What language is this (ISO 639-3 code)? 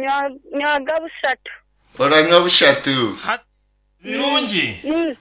nyn